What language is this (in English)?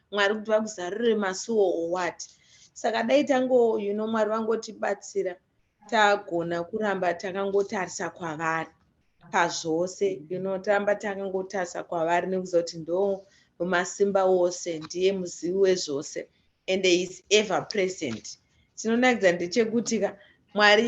Shona